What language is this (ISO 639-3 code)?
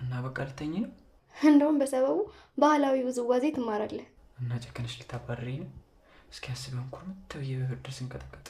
amh